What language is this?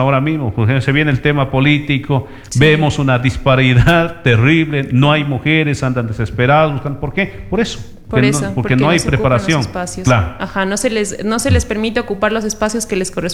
Spanish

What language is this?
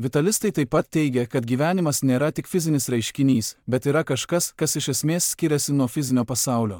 Lithuanian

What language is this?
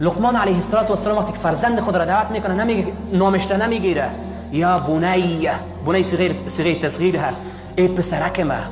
Persian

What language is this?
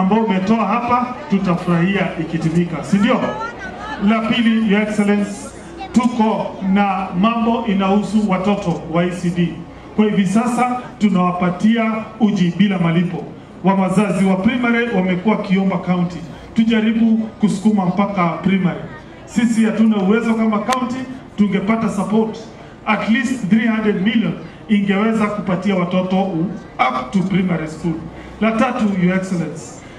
Swahili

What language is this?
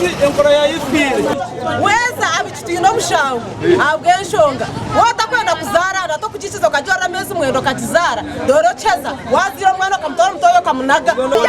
Nyankole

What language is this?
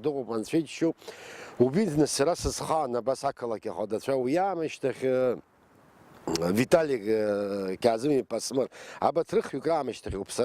Abkhazian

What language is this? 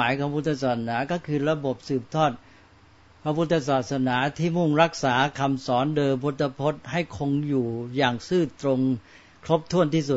Thai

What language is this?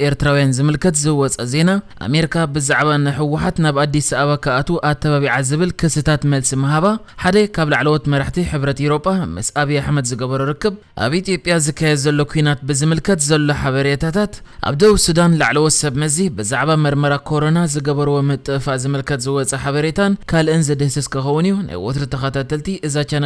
Tigrinya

